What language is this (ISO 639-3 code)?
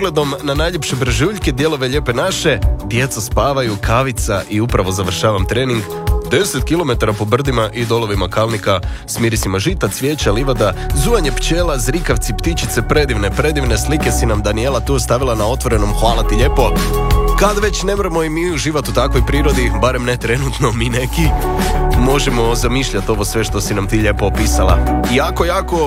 hrv